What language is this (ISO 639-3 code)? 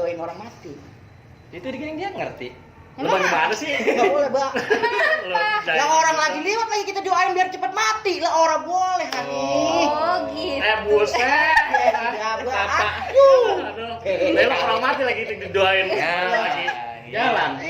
bew